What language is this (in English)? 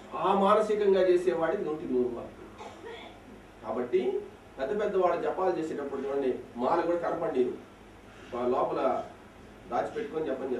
Telugu